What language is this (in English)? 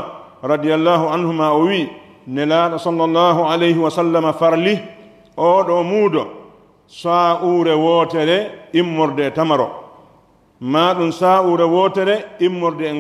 Pular